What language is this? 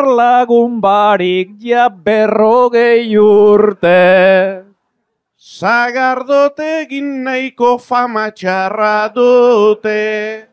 Basque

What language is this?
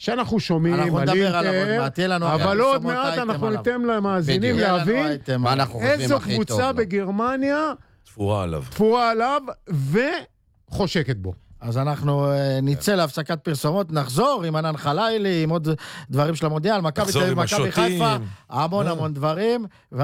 Hebrew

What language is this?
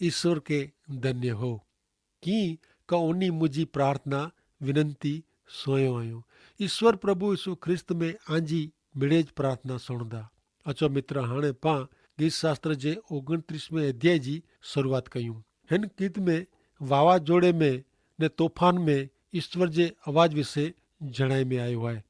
Kachhi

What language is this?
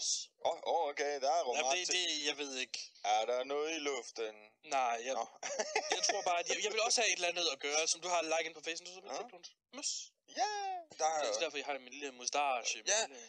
Danish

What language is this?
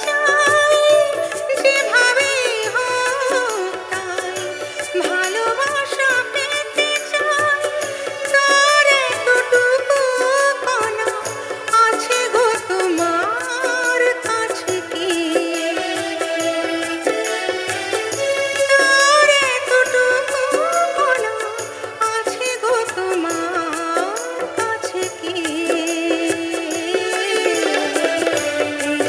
Bangla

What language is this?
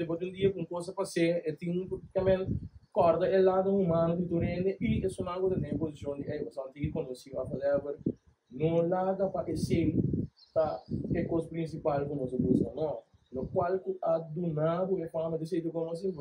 Papiamento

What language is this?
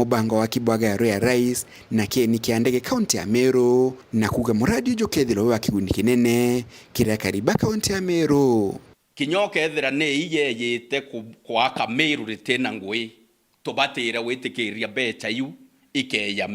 Meru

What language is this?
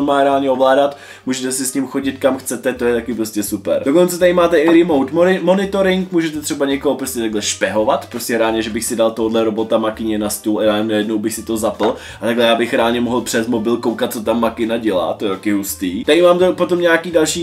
Czech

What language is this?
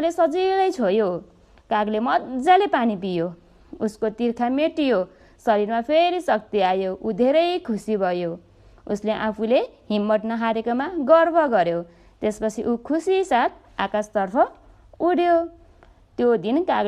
Nepali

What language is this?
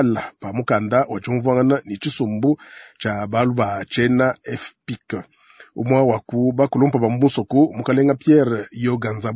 Luba-Lulua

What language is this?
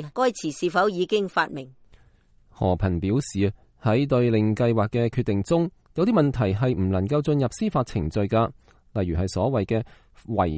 Cantonese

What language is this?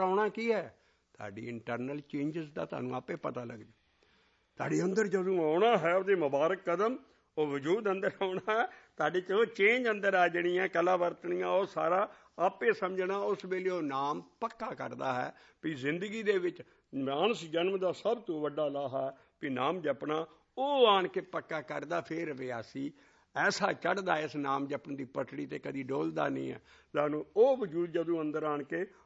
Punjabi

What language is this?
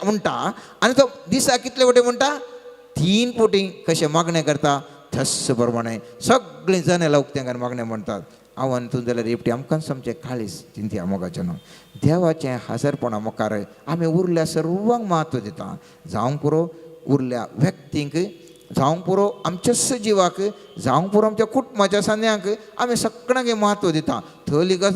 Konkani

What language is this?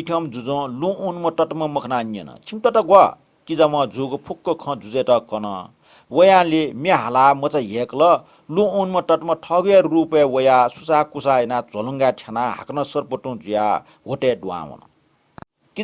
Newari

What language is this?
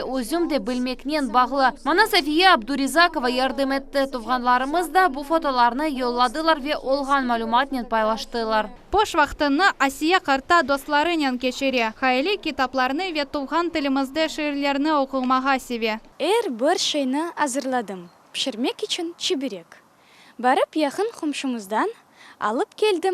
Crimean Tatar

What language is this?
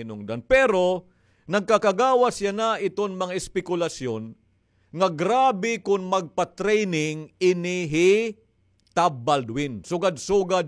Waray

